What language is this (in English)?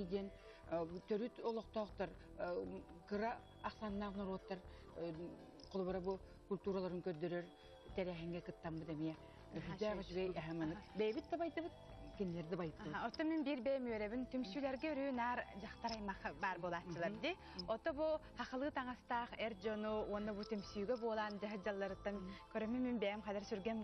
Yakut